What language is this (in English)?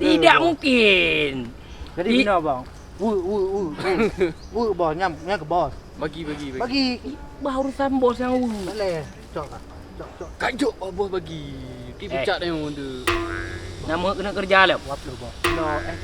Achinese